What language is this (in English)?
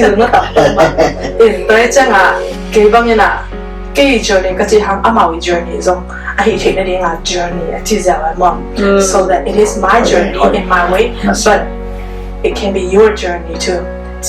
Tedim Chin